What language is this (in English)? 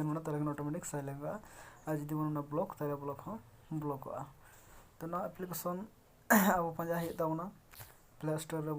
Santali